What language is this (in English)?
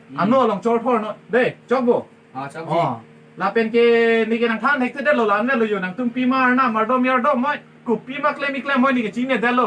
Karbi